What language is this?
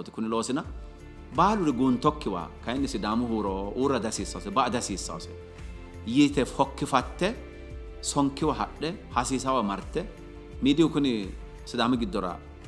Sidamo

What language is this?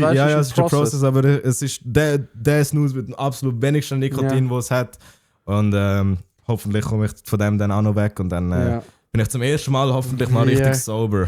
Swiss German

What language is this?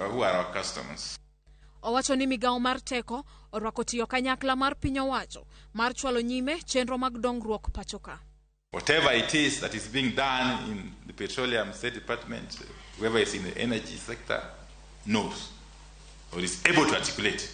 Luo (Kenya and Tanzania)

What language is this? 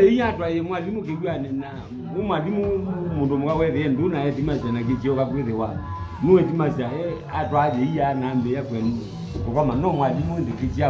Kamba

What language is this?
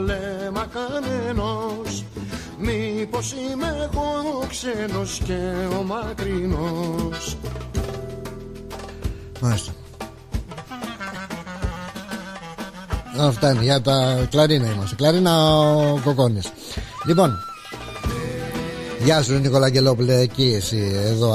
Greek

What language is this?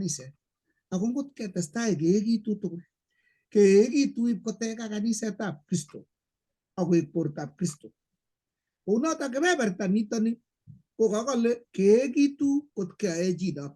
Kalenjin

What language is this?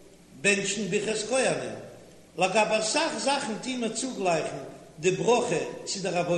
Yiddish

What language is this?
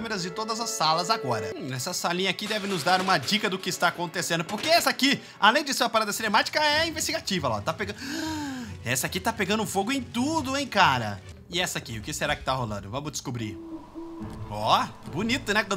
Portuguese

